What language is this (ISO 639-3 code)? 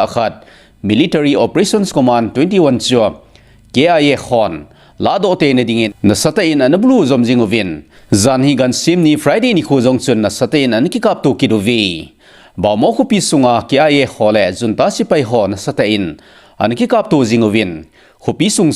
tcz